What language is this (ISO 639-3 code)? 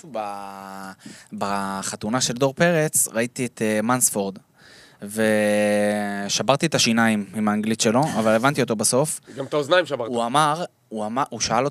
heb